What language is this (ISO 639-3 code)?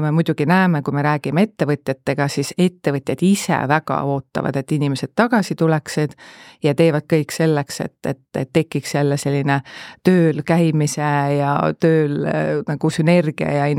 est